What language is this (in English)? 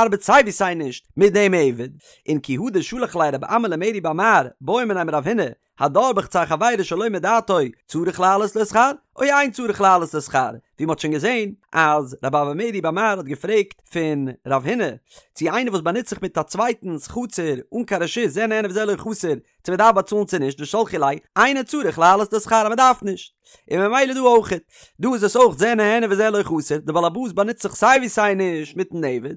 Yiddish